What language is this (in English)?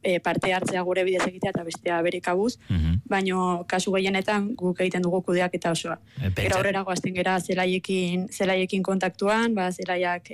Basque